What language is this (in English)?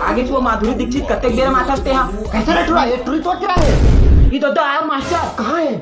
Chhattisgarhi